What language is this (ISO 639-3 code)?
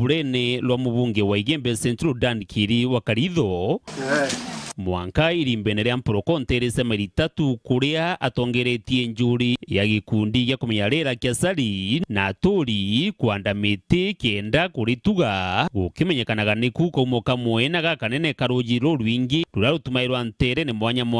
mer